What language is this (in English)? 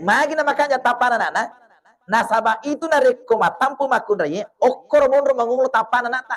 Buginese